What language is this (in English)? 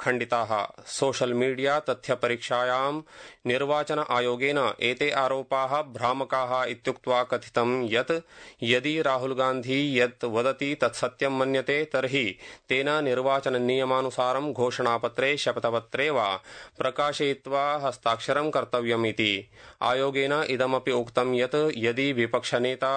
Sanskrit